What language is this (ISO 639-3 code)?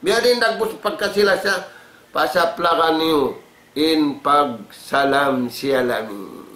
tsg